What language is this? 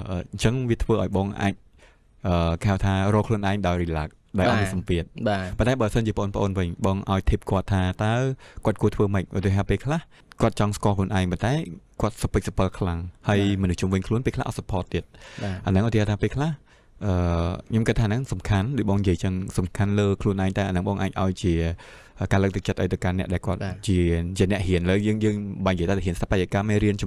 Khmer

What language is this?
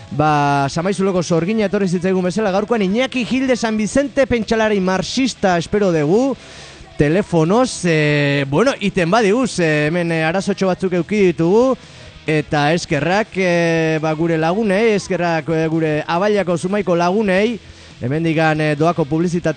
Basque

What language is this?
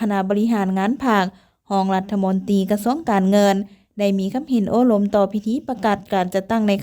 Lao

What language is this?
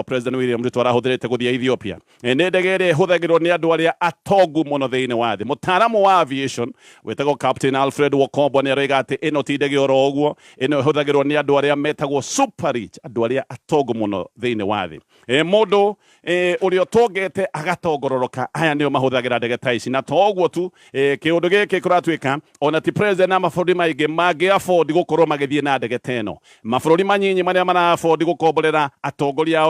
Kikuyu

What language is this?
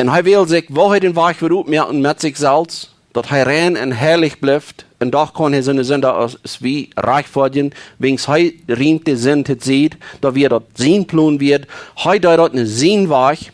Plautdietsch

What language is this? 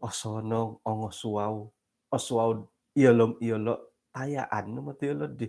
Central Dusun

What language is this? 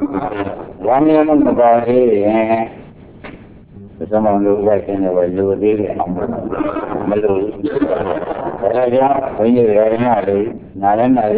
Burmese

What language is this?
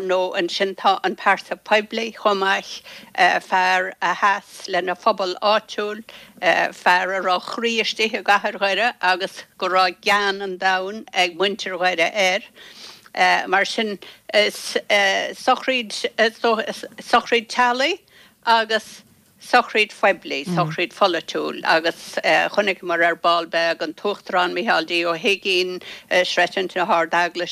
Irish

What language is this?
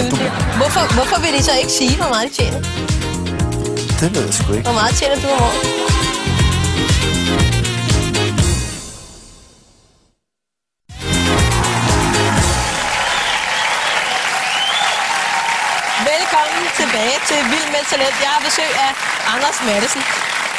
Danish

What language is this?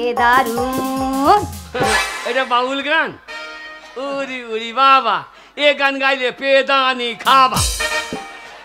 Bangla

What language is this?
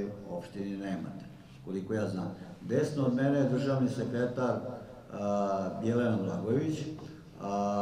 Serbian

